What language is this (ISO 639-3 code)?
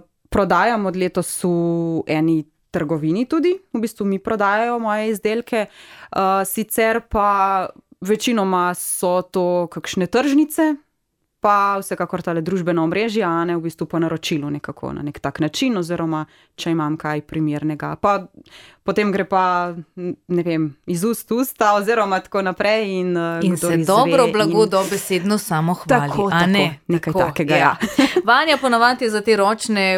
slv